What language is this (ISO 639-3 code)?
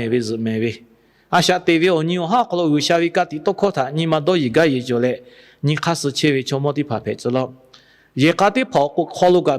lhu